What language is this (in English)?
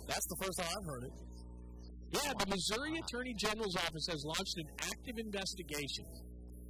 English